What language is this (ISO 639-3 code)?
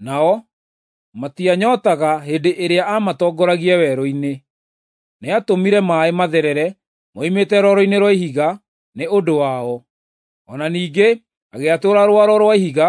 kik